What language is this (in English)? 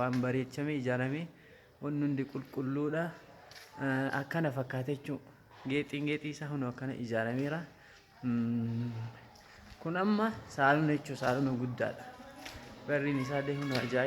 Oromo